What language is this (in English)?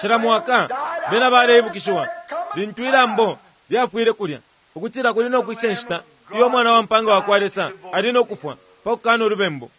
Bemba